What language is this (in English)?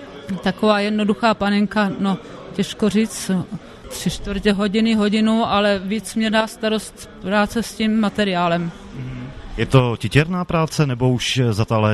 Czech